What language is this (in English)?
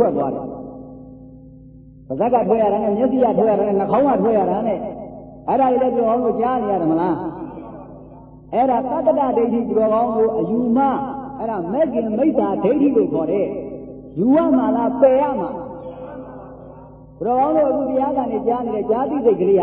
Burmese